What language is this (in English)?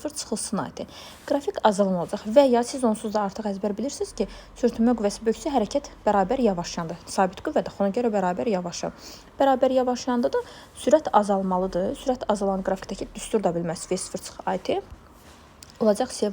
Azerbaijani